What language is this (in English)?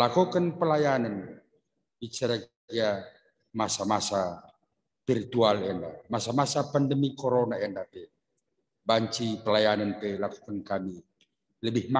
Batak Karo